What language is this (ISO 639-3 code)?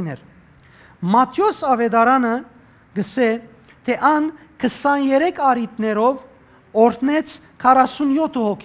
hyw